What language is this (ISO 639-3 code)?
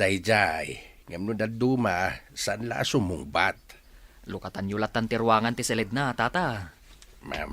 ilo